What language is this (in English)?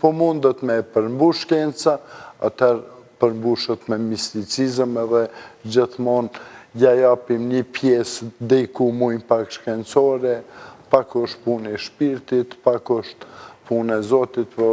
Albanian